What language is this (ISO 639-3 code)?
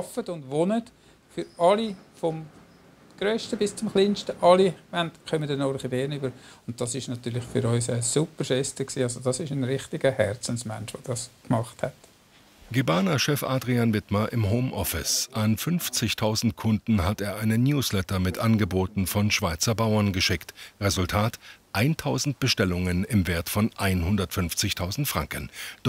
gsw